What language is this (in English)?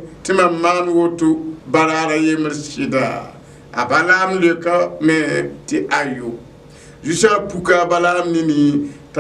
Mossi